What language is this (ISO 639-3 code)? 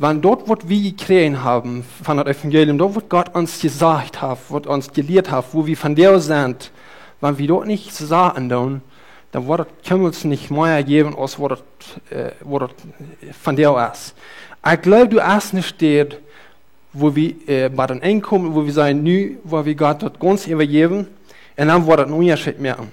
pdt